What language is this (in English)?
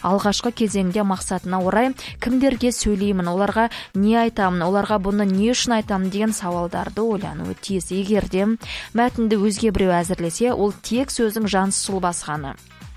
Kazakh